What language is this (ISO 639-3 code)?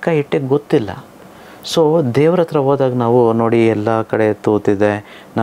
kan